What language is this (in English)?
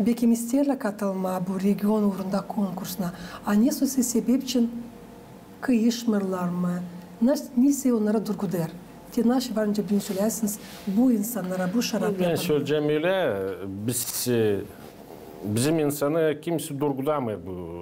Gagauz